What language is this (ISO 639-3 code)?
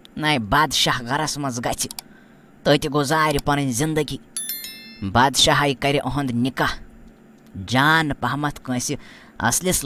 kas